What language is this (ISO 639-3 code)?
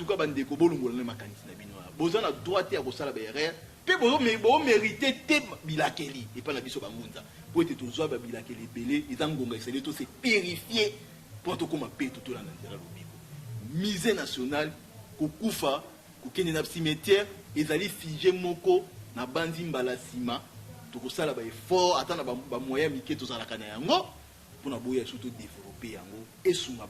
lin